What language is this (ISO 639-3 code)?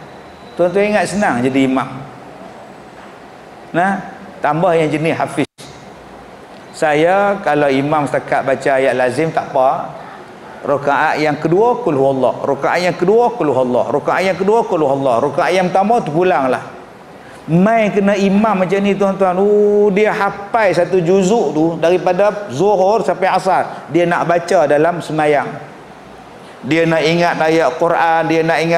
msa